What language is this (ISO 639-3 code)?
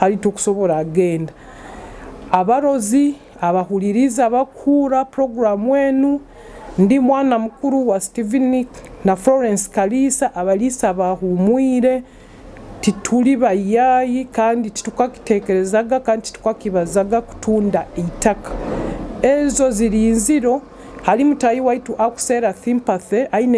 nyo